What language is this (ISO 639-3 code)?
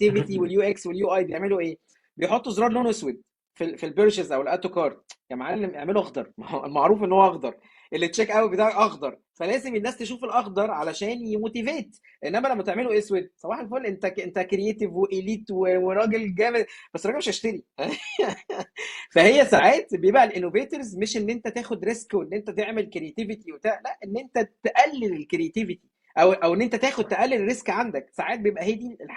arz